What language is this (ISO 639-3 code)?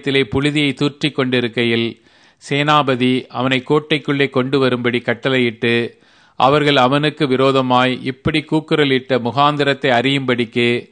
tam